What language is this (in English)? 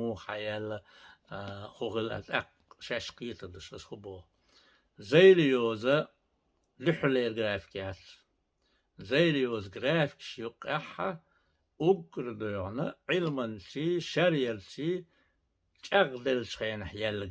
Chechen